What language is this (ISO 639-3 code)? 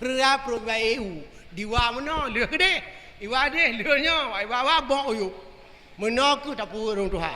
ace